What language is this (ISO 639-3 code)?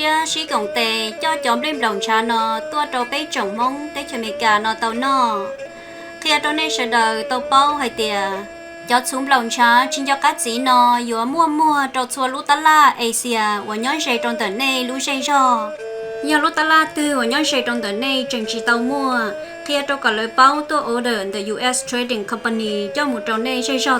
hmn